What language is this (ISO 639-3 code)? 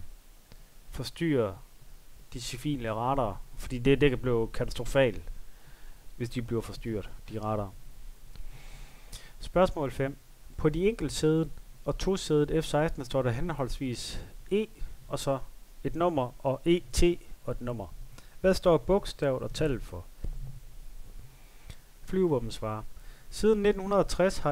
dan